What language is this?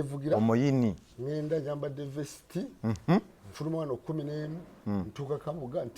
Ganda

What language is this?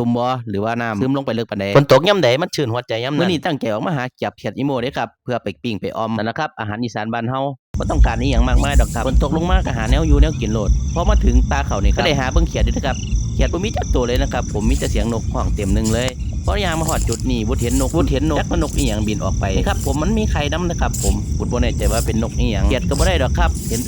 Northeastern Thai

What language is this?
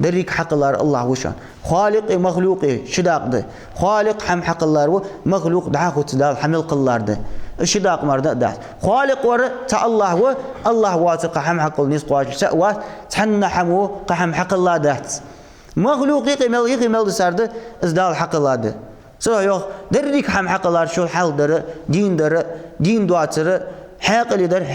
Ingush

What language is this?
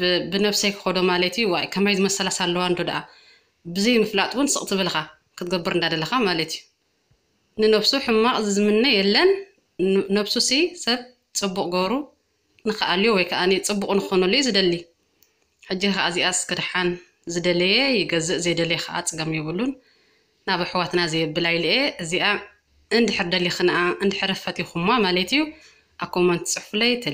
Tigrinya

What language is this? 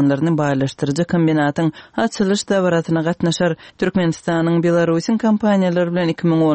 Kyrgyz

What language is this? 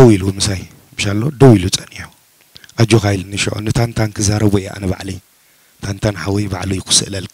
Tigrinya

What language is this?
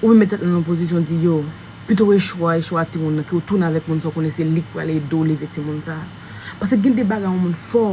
Haitian Creole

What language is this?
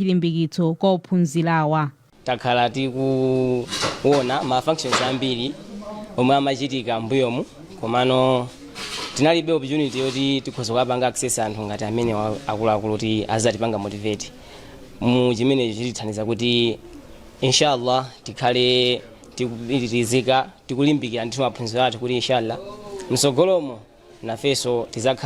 Nyanja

